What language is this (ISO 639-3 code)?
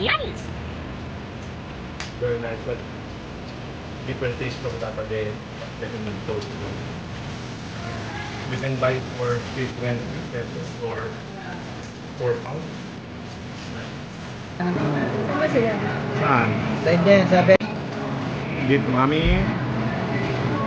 fil